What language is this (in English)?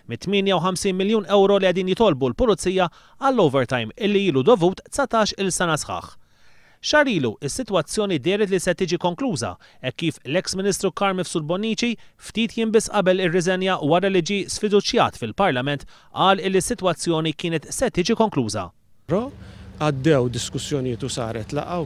Maltese